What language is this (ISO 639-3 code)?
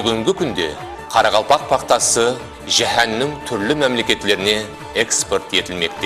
kaa